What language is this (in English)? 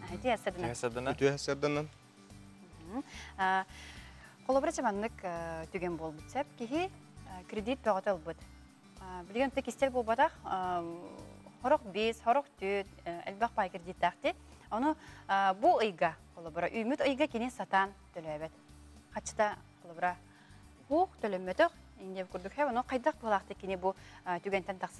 Yakut